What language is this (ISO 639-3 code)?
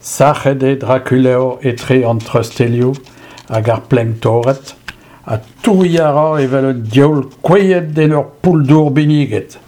bre